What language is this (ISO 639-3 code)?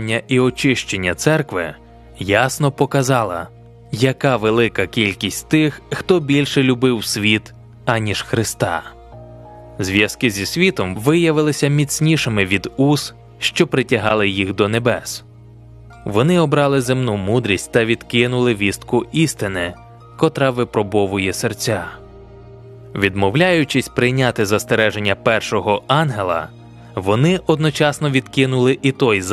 ukr